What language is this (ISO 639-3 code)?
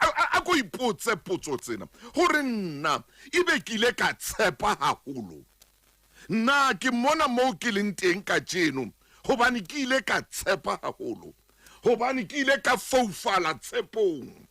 sot